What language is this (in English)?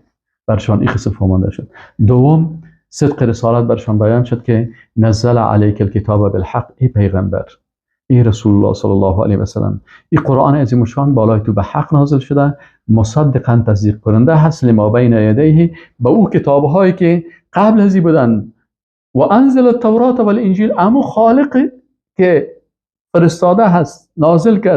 Persian